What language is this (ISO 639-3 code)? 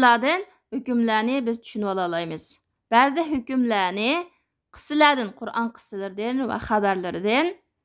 uig